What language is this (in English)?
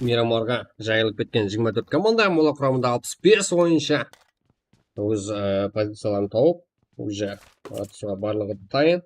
Kara-Kalpak